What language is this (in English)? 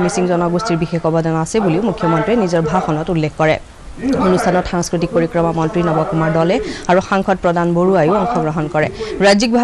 Assamese